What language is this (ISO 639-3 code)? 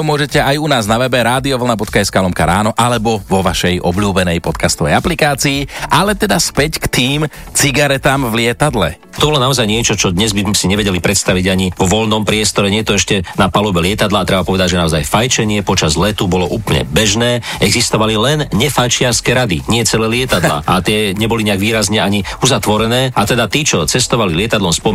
slk